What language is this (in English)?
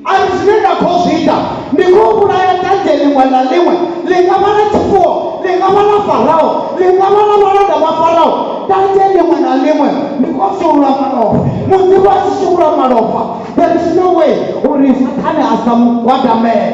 Venda